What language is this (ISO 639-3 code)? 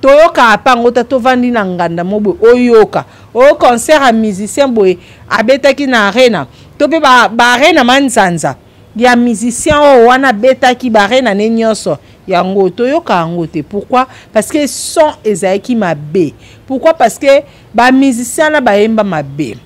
lin